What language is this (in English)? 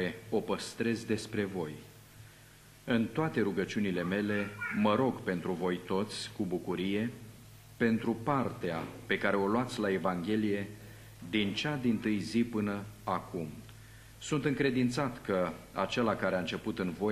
Romanian